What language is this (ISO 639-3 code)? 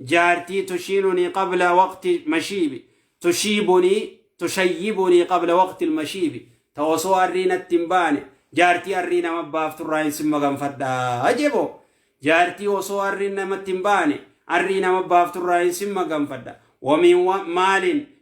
orm